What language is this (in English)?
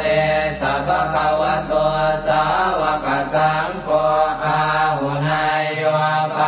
Pali